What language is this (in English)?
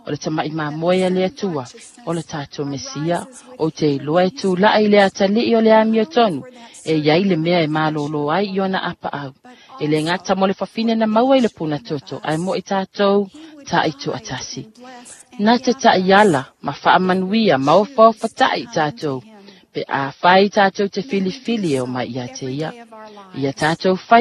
Samoan